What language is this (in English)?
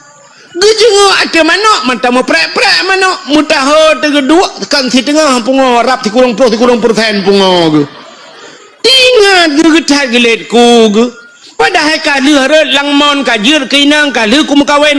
Achinese